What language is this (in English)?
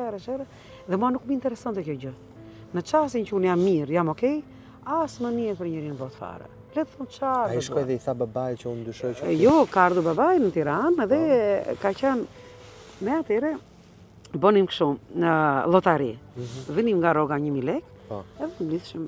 Albanian